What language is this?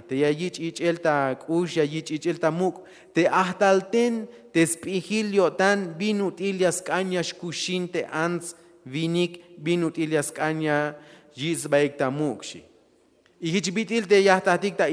Tzeltal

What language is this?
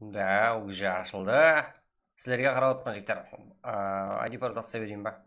Kara-Kalpak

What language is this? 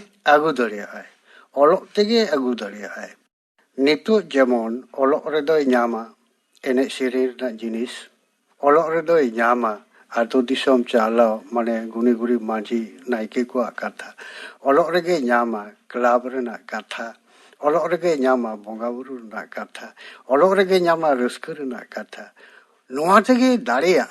Santali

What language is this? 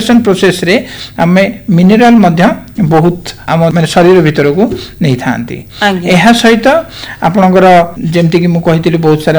Odia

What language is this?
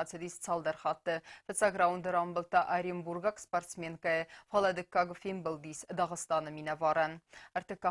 Ossetic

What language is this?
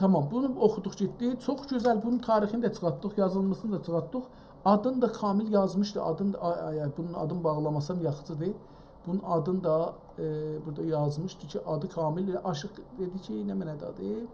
South Azerbaijani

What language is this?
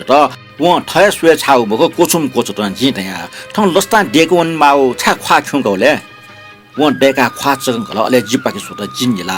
Newari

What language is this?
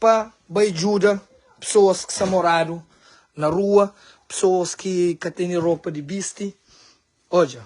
Kabuverdianu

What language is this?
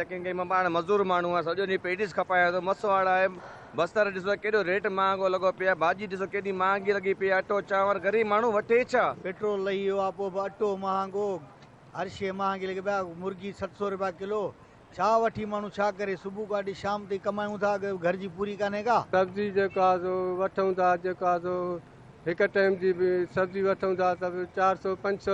Sindhi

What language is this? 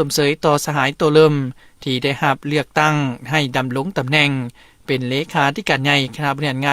Lao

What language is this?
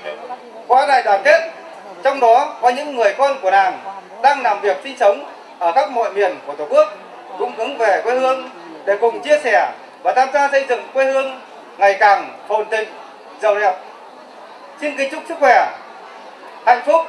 Vietnamese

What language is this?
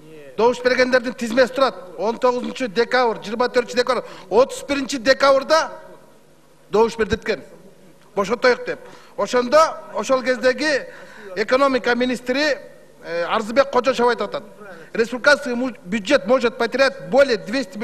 Kyrgyz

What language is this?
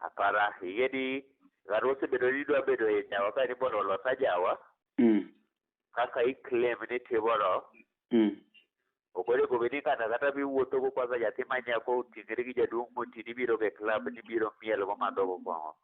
Luo (Kenya and Tanzania)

